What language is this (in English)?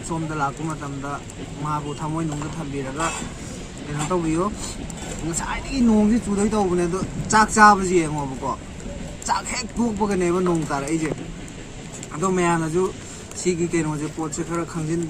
Manipuri